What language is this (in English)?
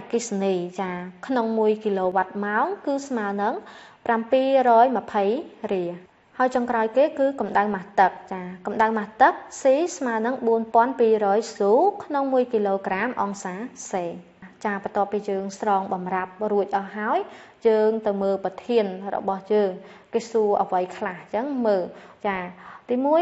Khmer